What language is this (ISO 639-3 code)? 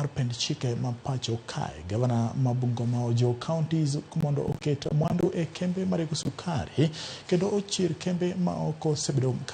luo